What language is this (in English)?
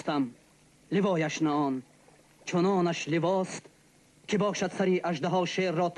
Tajik